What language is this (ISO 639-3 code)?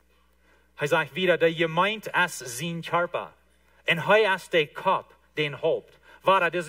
pdt